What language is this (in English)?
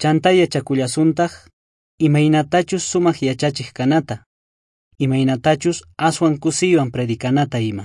South Bolivian Quechua